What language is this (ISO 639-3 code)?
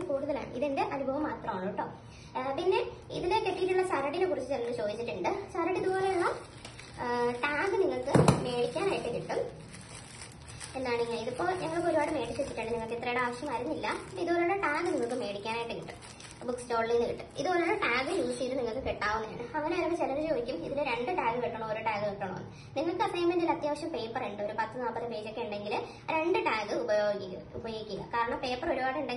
mal